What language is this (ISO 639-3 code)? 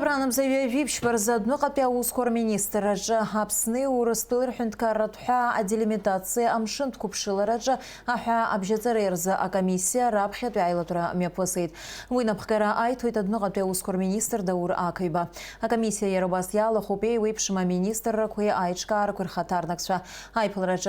abk